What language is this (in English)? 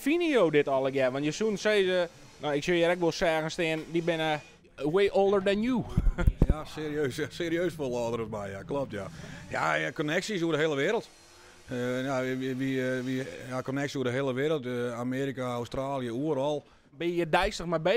Western Frisian